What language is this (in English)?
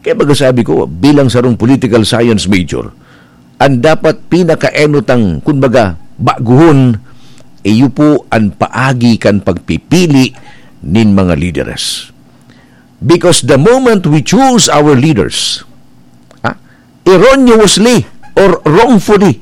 Bikol